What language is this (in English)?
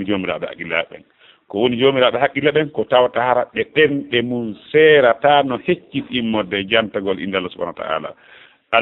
Fula